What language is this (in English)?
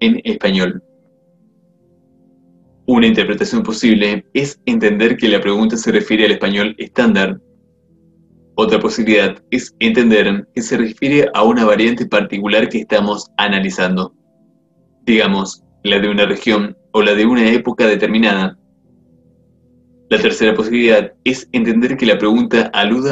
Spanish